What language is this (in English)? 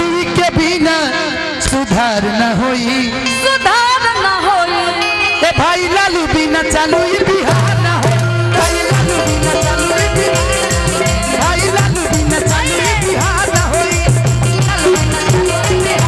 Bhojpuri